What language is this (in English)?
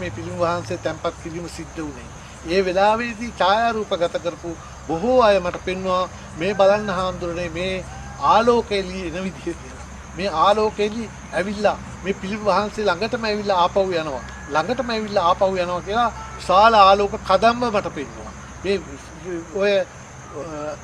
Sinhala